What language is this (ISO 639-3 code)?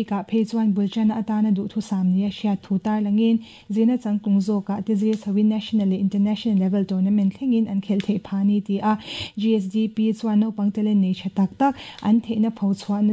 lus